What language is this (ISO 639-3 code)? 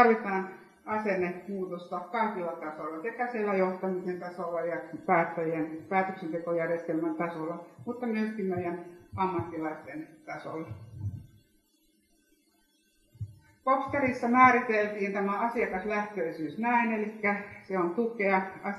fin